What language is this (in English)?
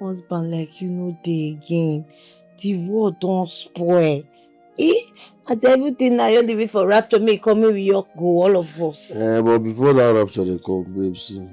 Nigerian Pidgin